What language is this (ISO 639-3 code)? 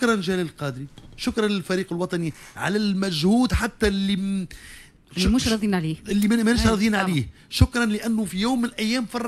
aeb